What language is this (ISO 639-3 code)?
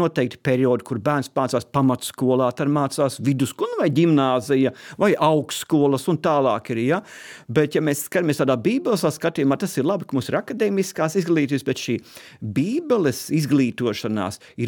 lav